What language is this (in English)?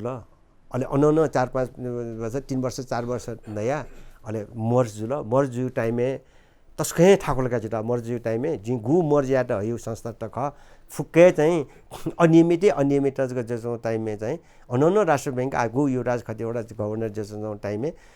Newari